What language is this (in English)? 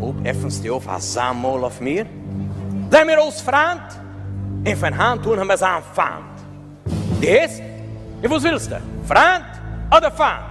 Yiddish